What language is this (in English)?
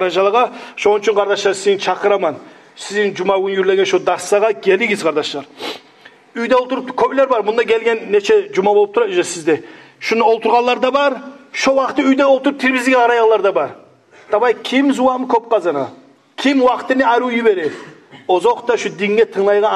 Kumyk